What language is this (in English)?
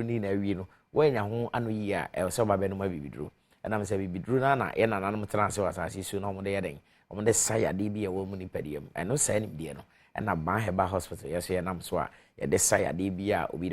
Akan